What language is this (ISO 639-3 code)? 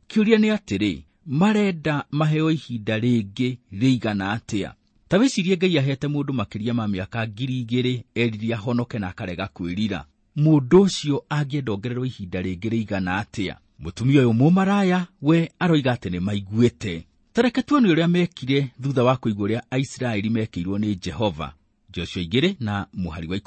kik